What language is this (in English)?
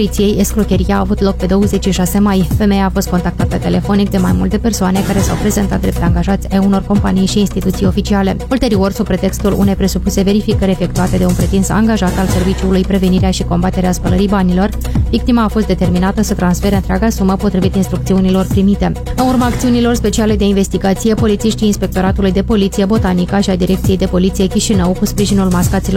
Romanian